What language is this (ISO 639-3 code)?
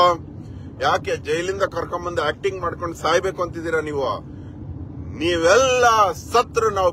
kan